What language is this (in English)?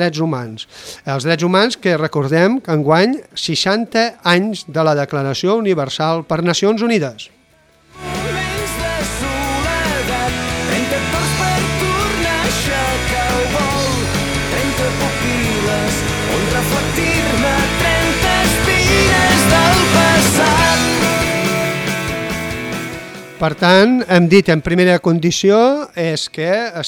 Catalan